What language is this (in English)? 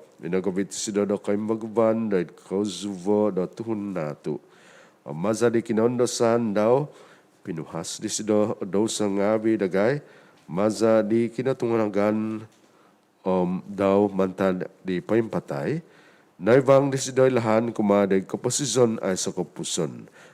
Central Dusun